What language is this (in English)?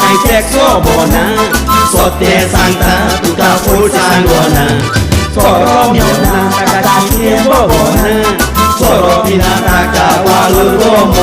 Konkani